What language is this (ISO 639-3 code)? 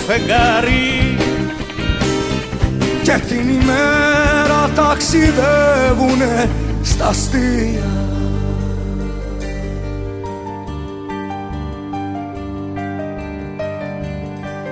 ell